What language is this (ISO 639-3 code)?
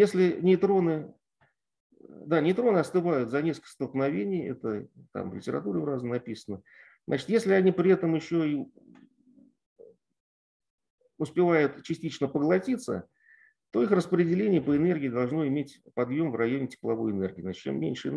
rus